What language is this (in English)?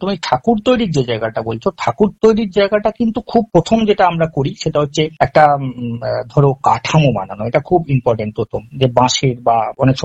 Bangla